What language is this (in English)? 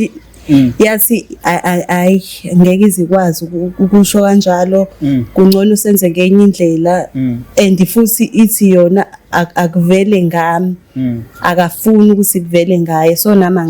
Zulu